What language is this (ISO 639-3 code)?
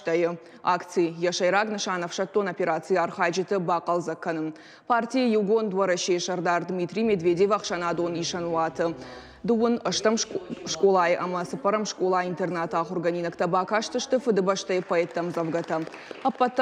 oss